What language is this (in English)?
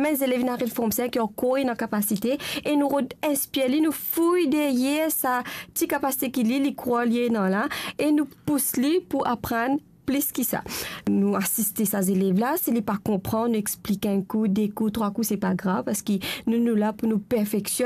Morisyen